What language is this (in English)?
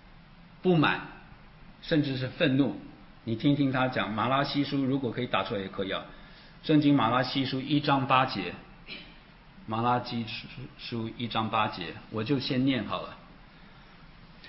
Chinese